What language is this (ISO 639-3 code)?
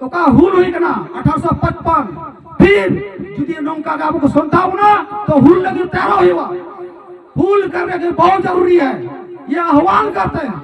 sat